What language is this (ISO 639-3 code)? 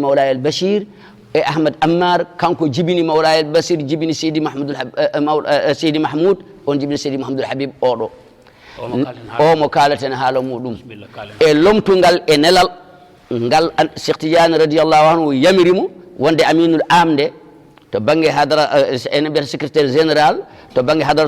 ful